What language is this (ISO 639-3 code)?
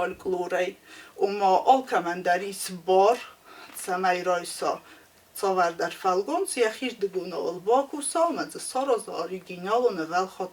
oss